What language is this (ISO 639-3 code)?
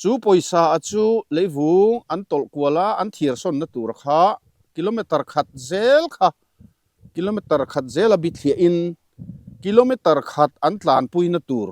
lus